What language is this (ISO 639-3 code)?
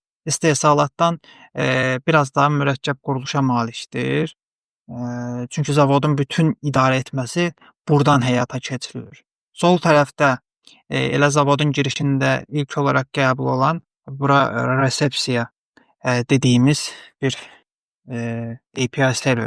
aze